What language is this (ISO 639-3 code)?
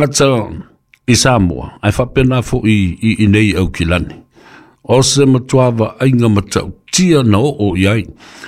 smo